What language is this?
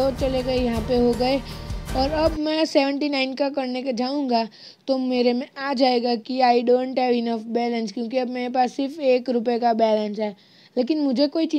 Hindi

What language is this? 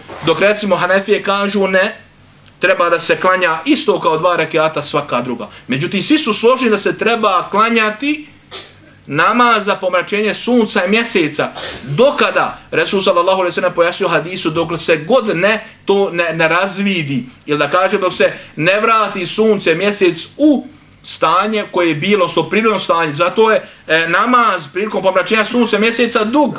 Bosnian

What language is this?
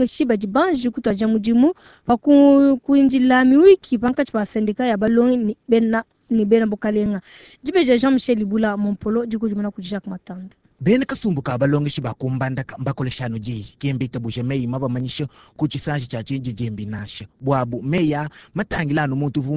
Luba-Lulua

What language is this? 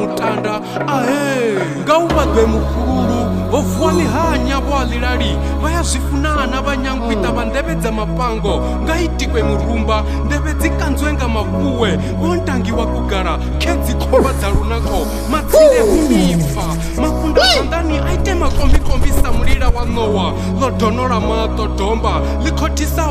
Venda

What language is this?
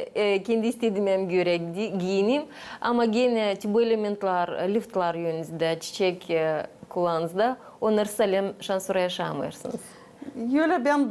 Gagauz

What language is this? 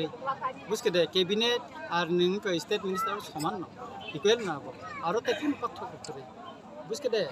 Kok Borok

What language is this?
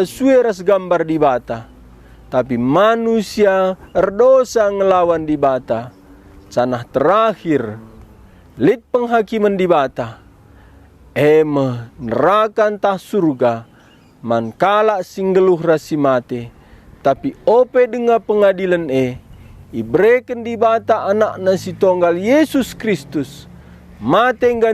Batak Karo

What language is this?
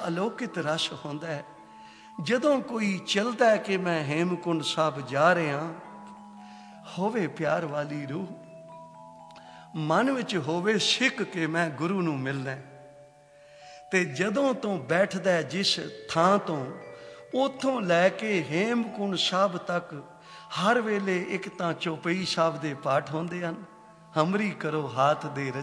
Punjabi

